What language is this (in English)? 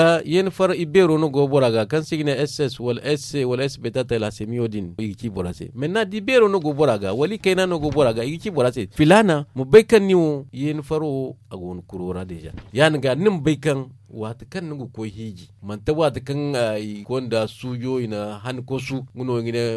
Zarma